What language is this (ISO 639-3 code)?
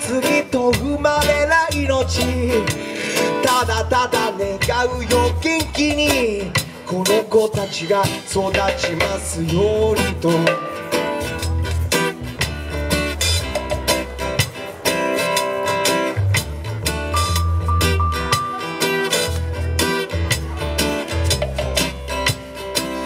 jpn